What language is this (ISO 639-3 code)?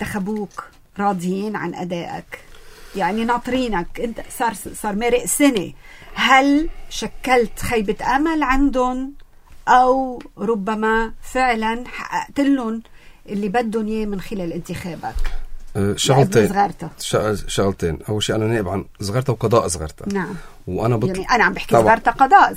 apc